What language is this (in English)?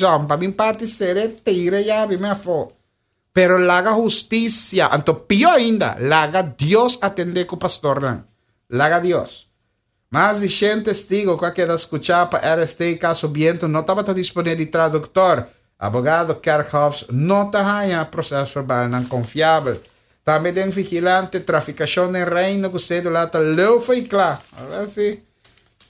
Papiamento